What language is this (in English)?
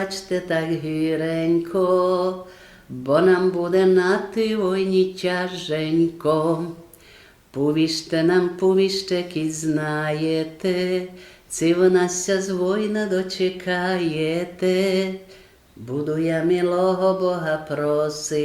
Rusyn